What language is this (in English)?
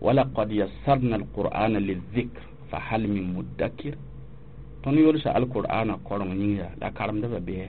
Mossi